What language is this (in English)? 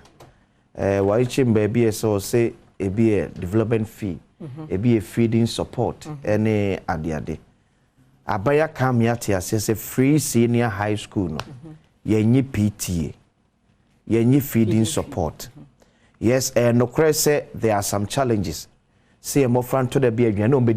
Akan